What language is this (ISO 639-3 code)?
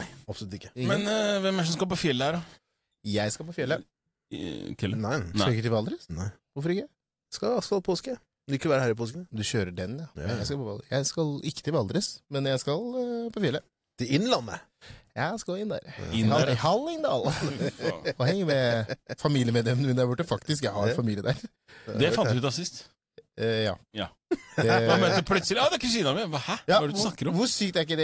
nor